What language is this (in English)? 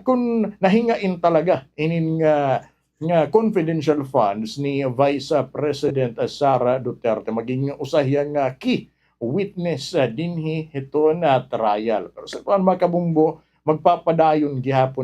Waray